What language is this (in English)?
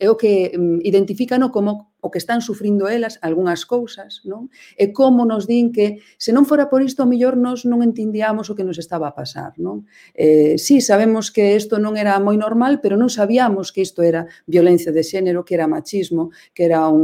Galician